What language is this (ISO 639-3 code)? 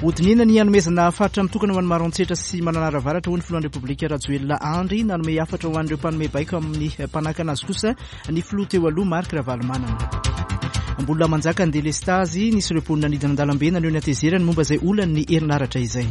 mlg